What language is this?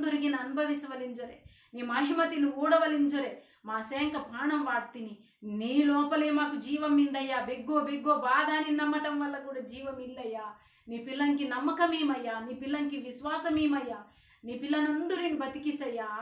Koya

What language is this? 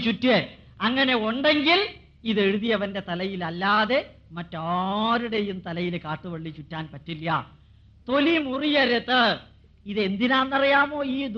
Malayalam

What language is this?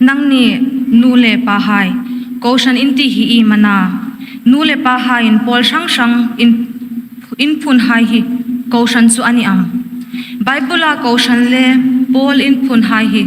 Hmar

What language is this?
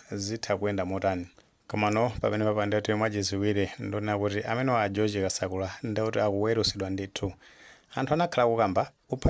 Nyanja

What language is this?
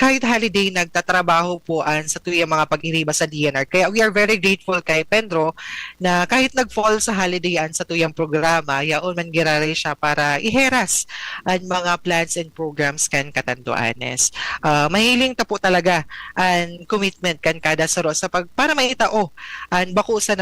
Bikol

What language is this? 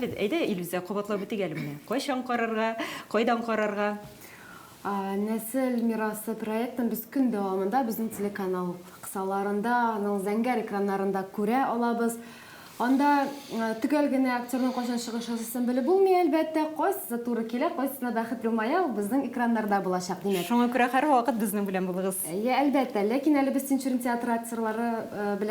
Tatar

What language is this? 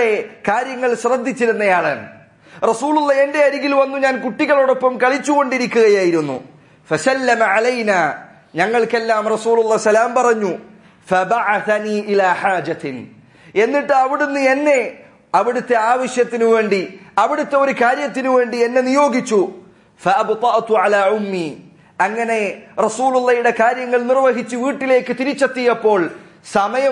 Malayalam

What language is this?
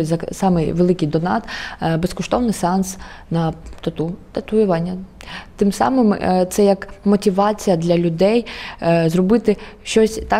Ukrainian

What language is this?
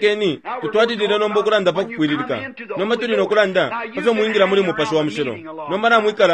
Bemba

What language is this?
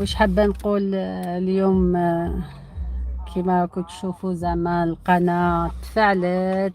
Algerian Arabic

